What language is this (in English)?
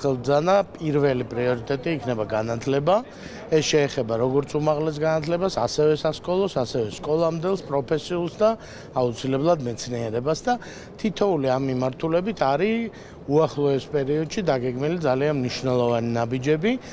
Georgian